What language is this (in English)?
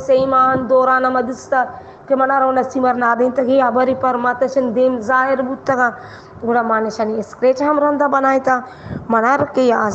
Baluchi